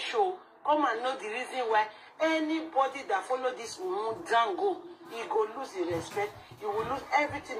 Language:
Nigerian Pidgin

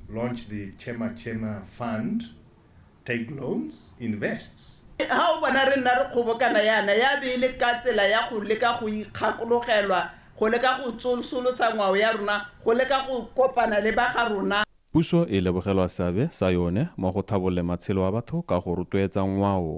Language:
Tswana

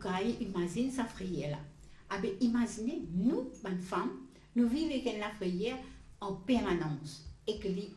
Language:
Morisyen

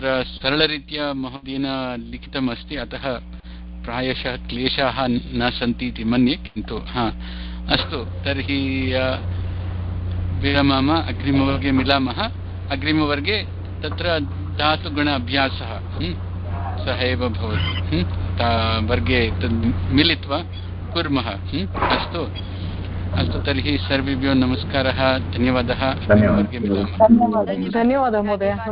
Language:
Sanskrit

